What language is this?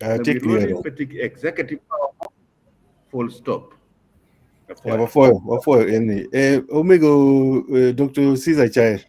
Acoli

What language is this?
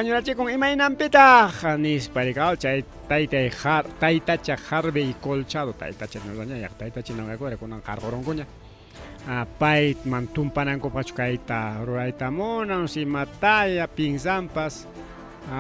Ayacucho Quechua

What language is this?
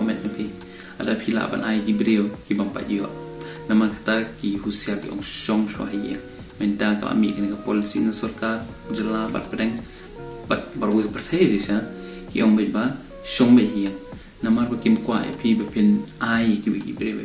Khasi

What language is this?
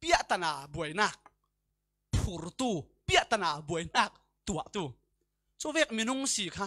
Falam Chin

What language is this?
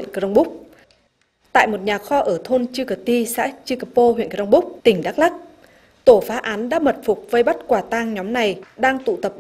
Vietnamese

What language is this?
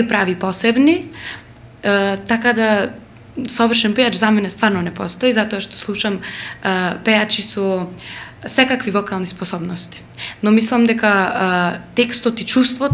Macedonian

